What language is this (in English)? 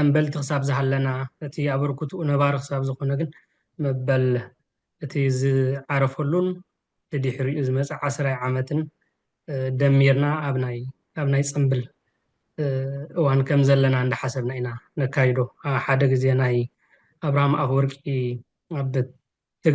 Tigrinya